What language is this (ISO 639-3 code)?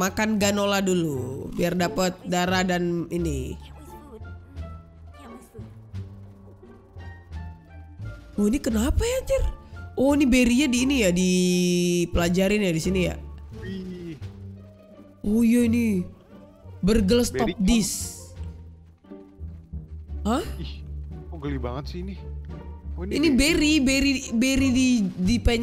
ind